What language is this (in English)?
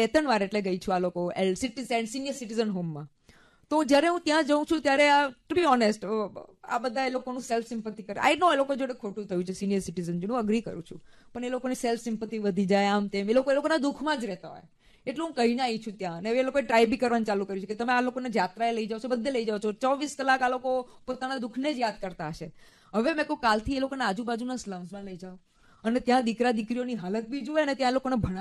Gujarati